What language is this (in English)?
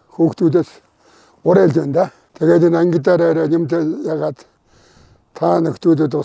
Mongolian